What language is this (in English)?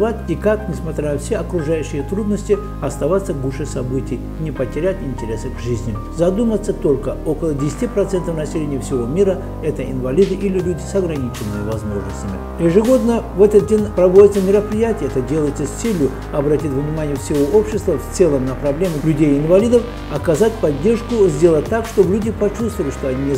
Russian